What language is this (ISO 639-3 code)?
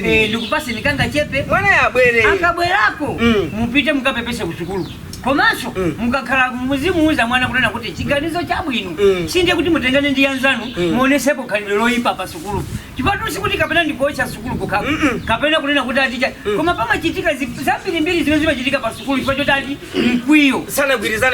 nya